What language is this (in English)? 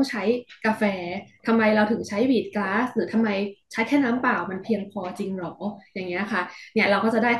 Thai